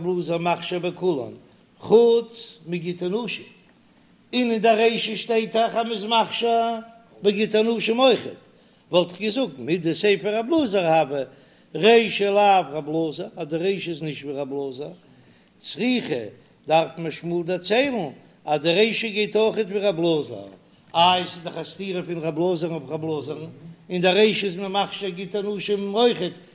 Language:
Yiddish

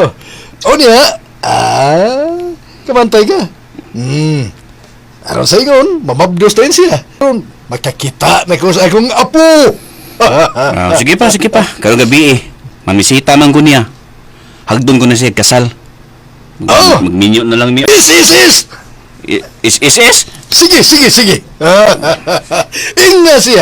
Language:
Cebuano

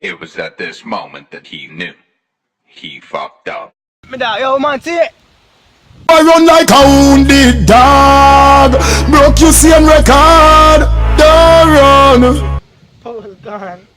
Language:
Jamaican Creole English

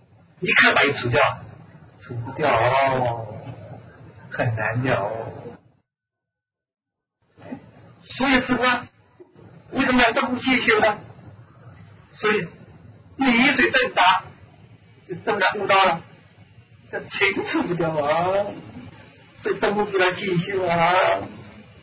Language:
Chinese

